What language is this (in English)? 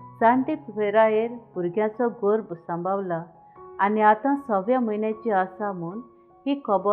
Konkani